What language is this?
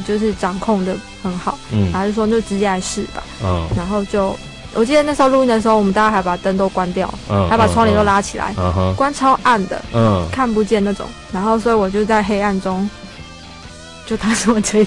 Chinese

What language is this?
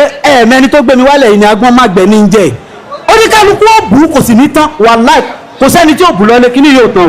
Yoruba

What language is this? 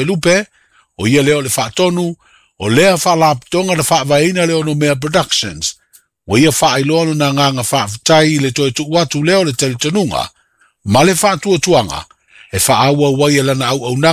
Samoan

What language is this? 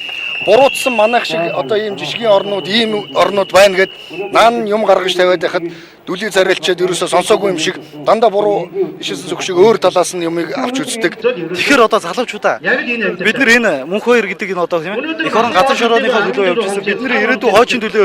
Mongolian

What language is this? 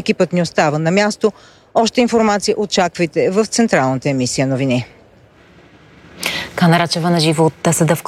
Bulgarian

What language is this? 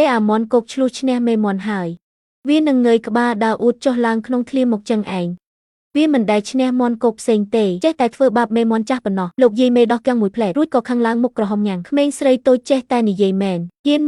Khmer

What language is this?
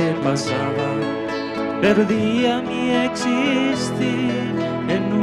South Bolivian Quechua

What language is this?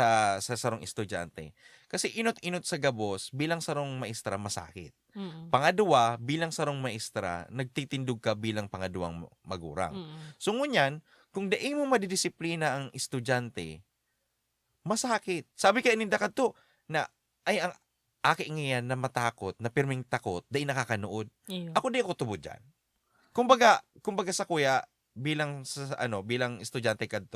Bikol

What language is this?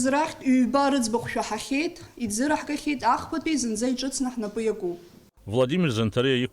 Abkhazian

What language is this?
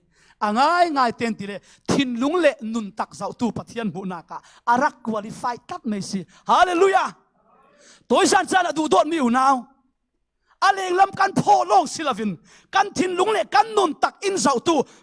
Falam Chin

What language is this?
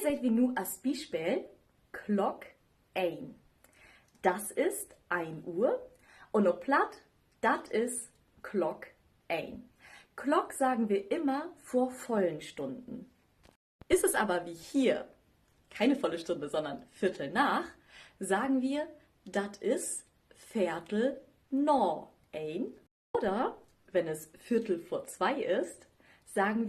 Low German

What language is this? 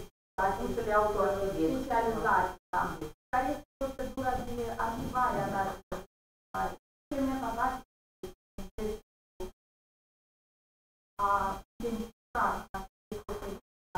Romanian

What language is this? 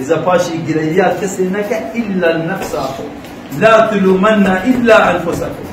Kurdish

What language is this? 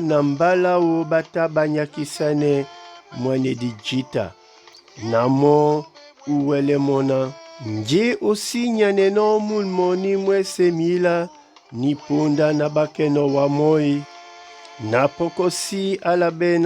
Duala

